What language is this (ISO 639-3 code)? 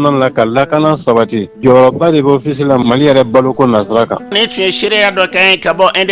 bam